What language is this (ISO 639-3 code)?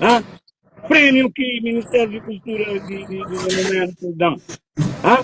kea